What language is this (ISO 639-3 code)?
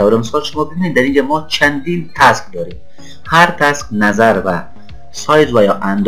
fas